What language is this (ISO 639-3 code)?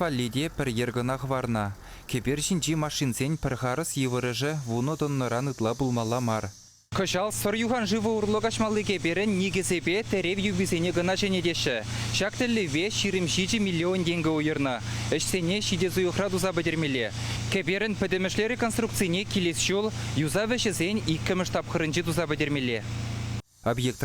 chv